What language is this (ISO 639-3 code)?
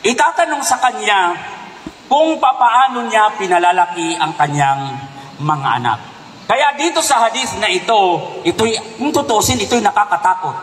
mrw